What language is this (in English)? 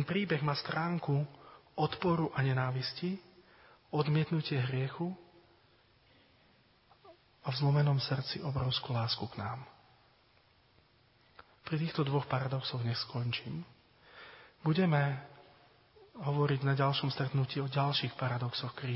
Slovak